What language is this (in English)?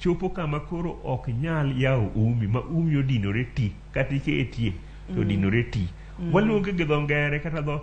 Luo (Kenya and Tanzania)